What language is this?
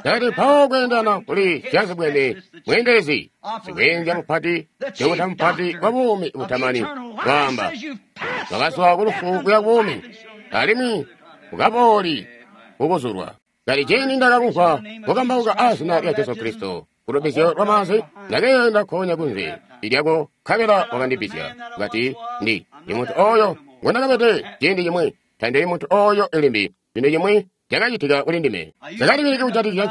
Tonga (Zambia)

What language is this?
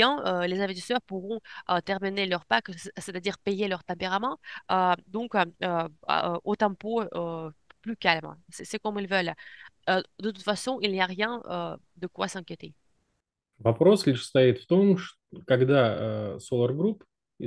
French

